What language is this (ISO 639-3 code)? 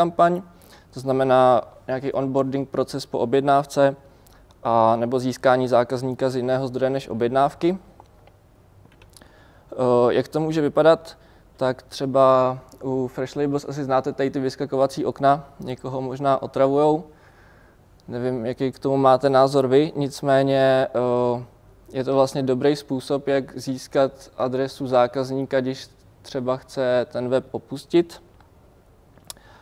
ces